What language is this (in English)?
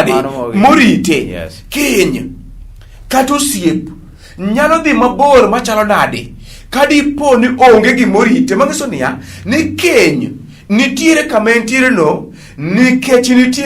Luo (Kenya and Tanzania)